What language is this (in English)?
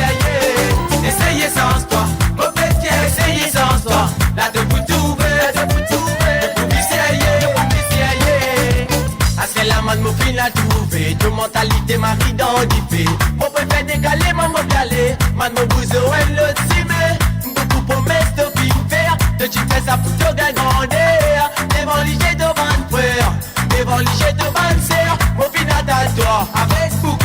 Morisyen